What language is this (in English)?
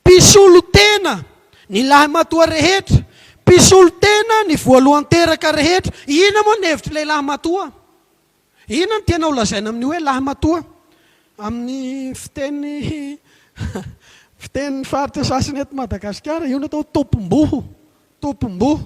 Malagasy